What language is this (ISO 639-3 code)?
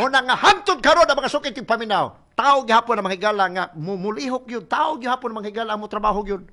ceb